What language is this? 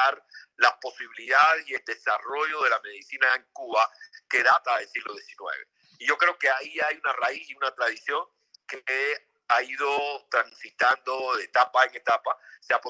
Spanish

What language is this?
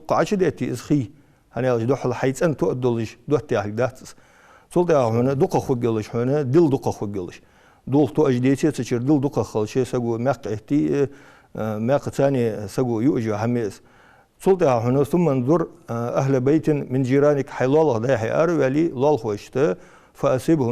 Ingush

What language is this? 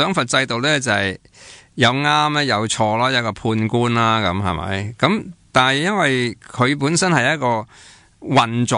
Cantonese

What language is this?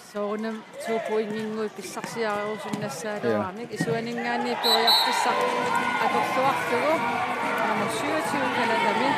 Kalaallisut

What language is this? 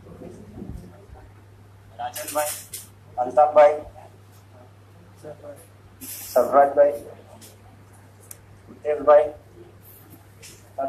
Gujarati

